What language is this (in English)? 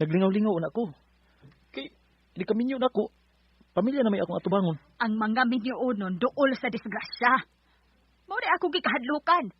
Cebuano